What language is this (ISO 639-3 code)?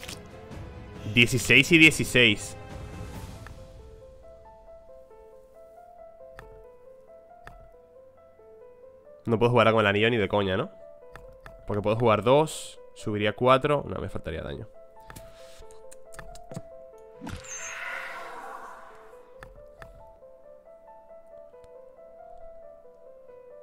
spa